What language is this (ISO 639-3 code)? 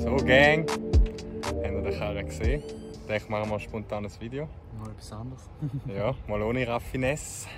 gsw